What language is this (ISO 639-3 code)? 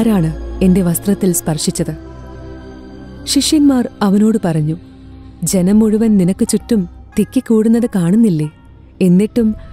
mal